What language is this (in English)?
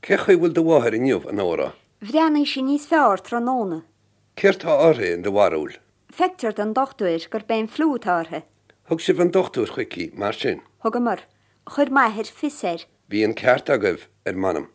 Irish